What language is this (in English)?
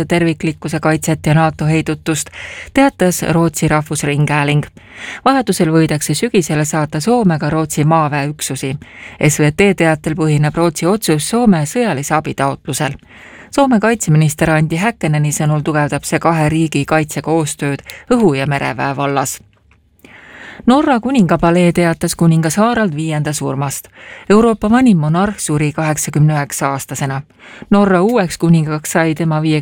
Estonian